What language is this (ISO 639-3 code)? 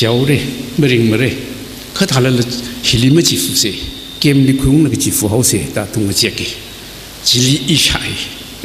nmf